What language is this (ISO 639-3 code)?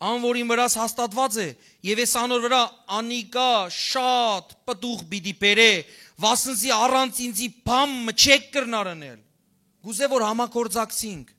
hyw